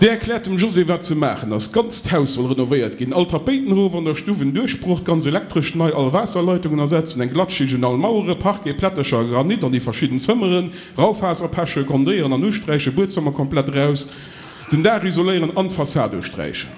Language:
Luxembourgish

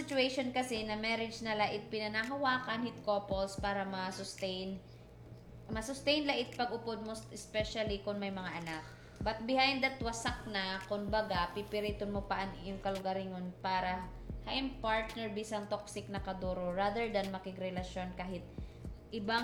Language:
Waray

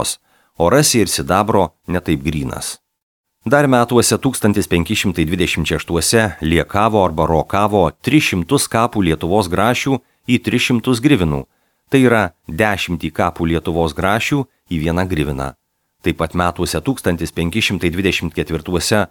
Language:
Lithuanian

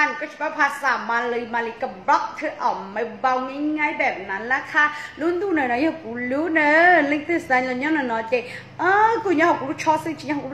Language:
Hmong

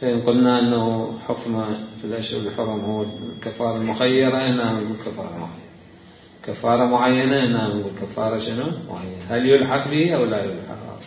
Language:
Mesopotamian Arabic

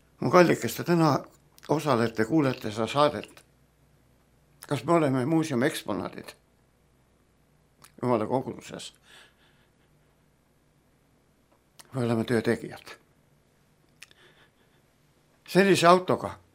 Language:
Estonian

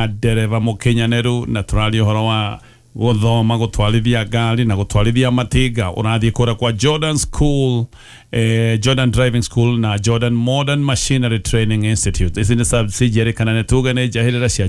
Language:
Kikuyu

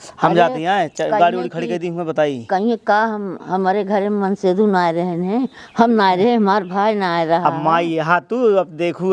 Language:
Awadhi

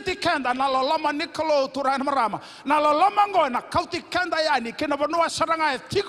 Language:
Fijian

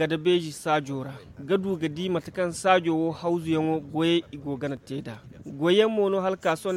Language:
Zarma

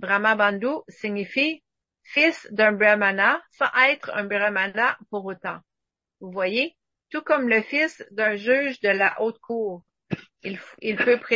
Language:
French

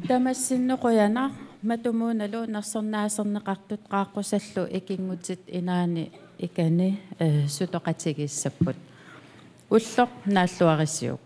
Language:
Kalaallisut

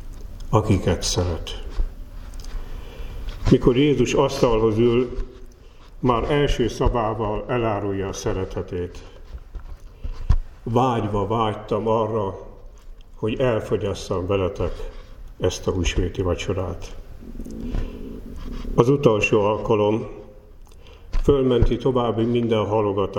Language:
Hungarian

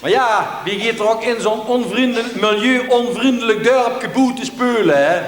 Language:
Limburgish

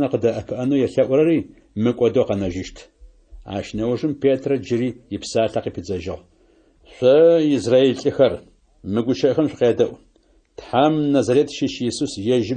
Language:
Adyghe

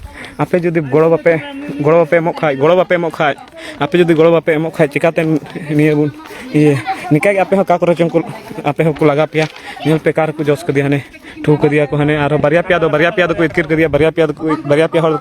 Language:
Santali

